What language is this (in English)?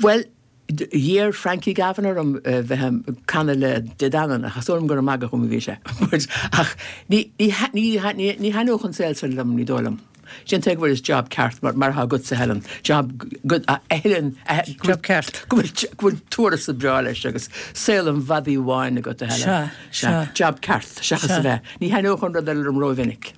Irish